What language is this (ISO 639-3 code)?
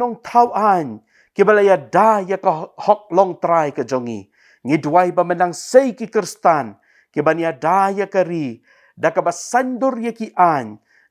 kha